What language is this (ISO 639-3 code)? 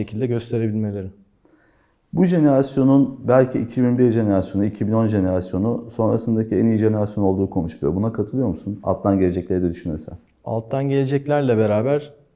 tur